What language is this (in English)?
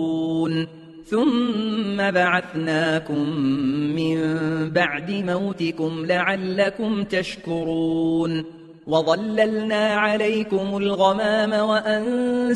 Arabic